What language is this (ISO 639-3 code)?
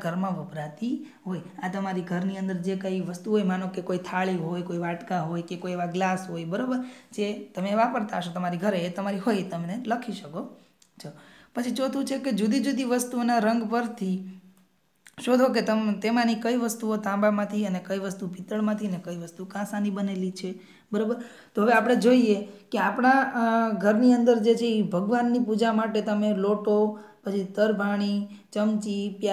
guj